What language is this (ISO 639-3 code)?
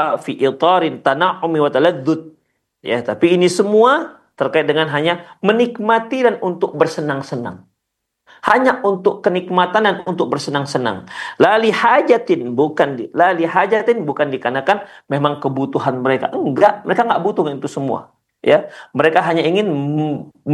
ind